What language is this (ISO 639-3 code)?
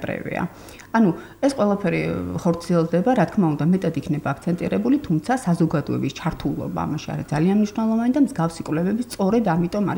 kat